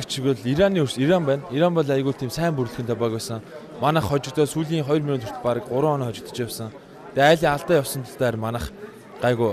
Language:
Mongolian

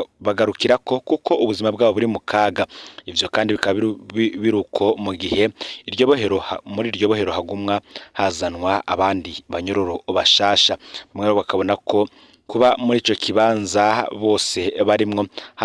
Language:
Rundi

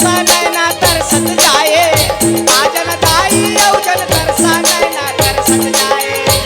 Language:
Chhattisgarhi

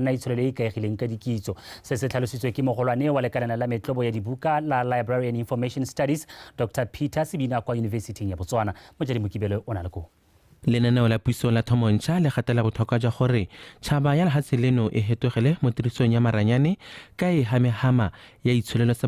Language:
Tswana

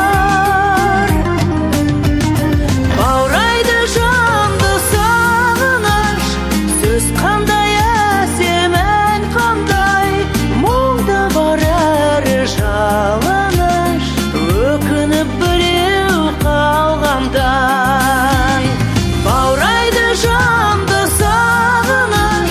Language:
Kazakh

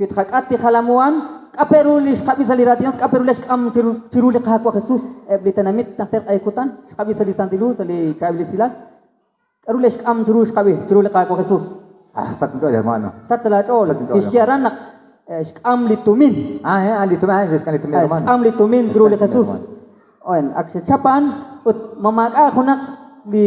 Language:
Kekchí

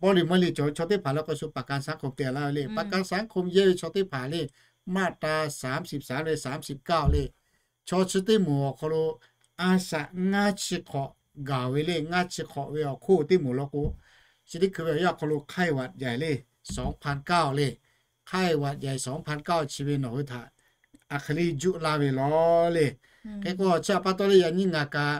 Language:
Lahu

